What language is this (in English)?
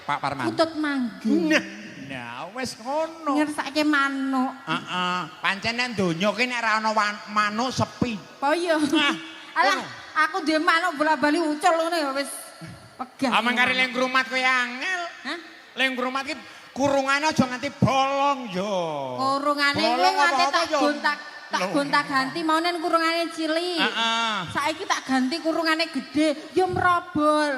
Javanese